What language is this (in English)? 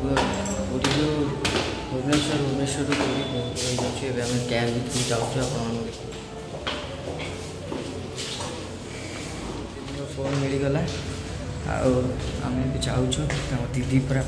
Odia